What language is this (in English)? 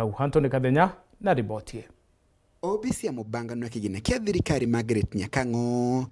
Meru